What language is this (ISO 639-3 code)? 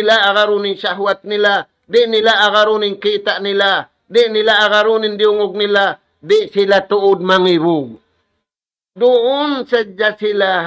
tsg